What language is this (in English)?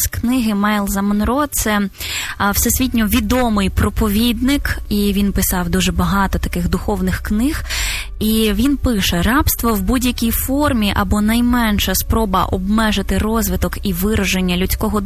Ukrainian